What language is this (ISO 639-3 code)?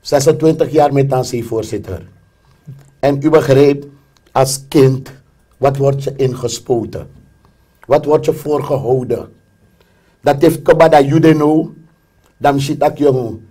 srn